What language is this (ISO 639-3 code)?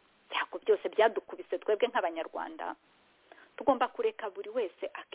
kin